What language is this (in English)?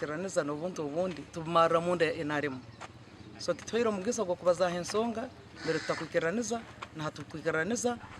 Nyankole